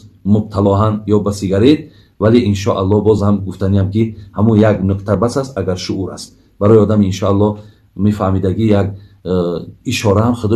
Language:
Tajik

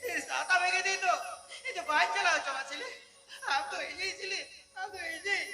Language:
Santali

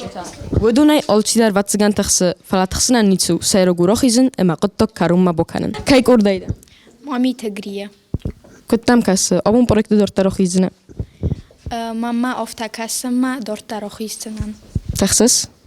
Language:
Ossetic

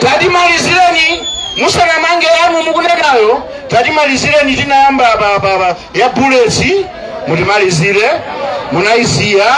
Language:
Nyanja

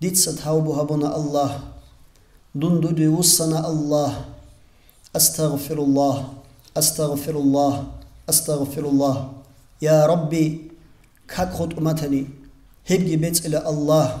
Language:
Avaric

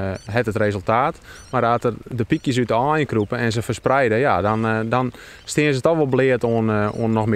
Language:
Western Frisian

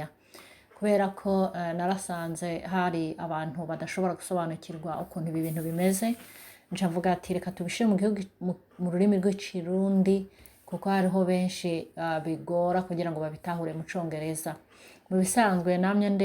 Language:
Rundi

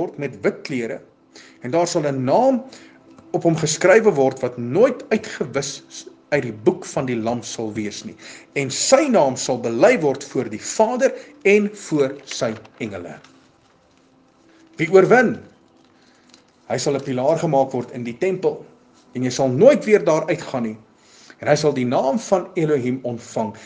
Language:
Afrikaans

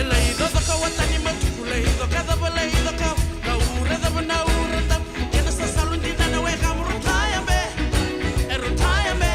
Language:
Fijian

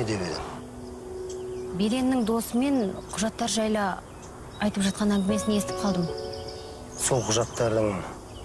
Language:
Kazakh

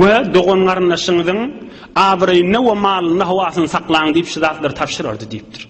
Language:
Turkmen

